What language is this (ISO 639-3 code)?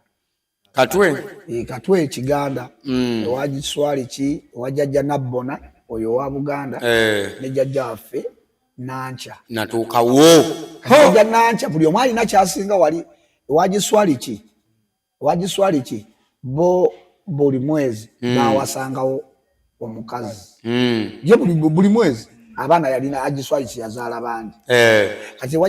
lug